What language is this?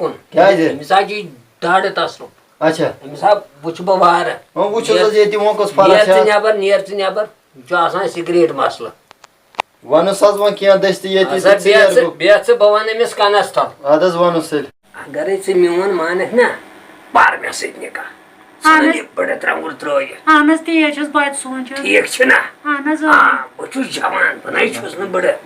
Kashmiri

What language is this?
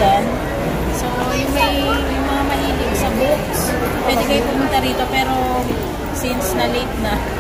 Filipino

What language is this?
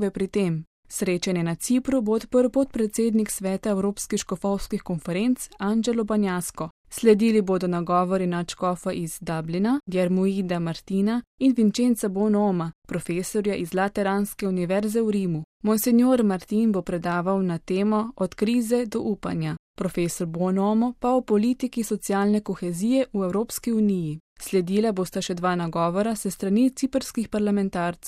Slovenian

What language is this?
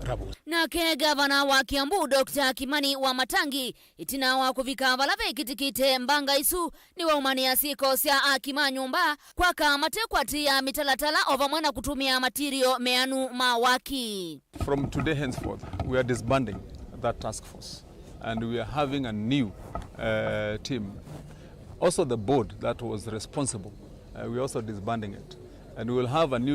Kamba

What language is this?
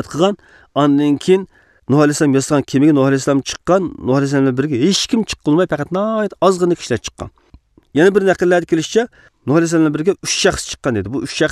Uyghur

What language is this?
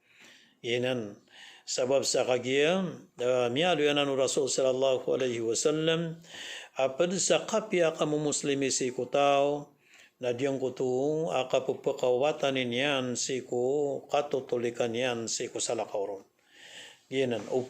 Maranao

